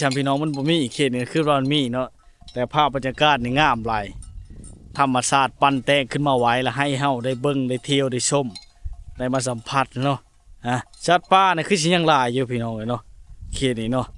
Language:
Lao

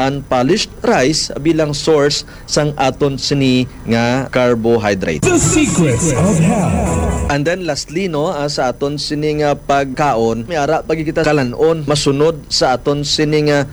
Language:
Hiligaynon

